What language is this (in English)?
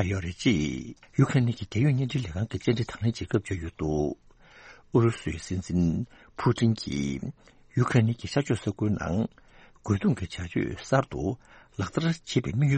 Tibetan